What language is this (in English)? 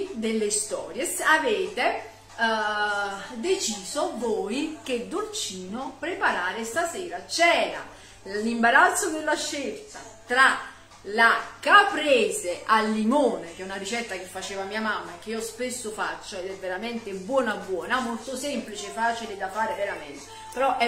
Italian